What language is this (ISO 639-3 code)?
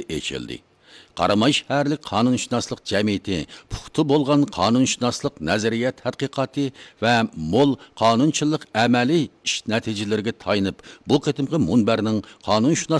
uig